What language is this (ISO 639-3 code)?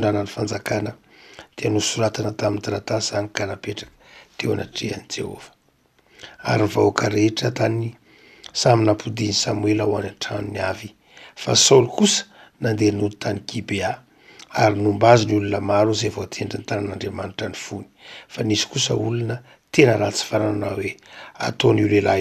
mlg